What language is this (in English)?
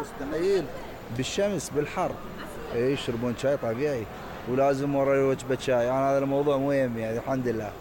Mesopotamian Arabic